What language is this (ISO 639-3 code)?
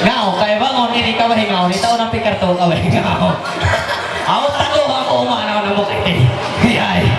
mhy